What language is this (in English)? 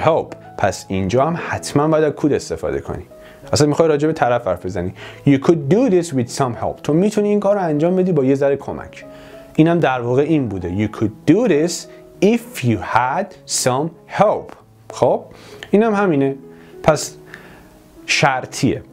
Persian